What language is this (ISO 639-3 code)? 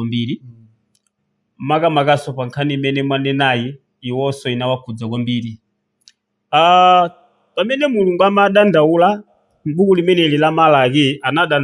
nya